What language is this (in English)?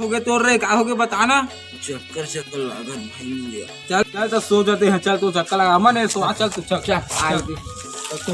Chhattisgarhi